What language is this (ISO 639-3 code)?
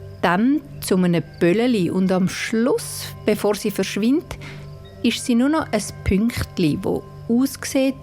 gsw